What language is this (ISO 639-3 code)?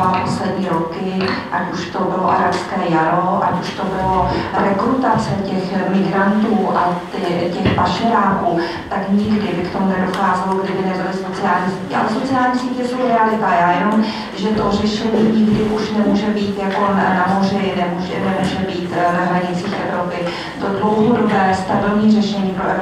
ces